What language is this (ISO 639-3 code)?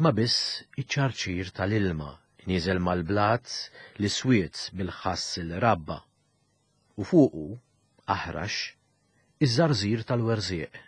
mlt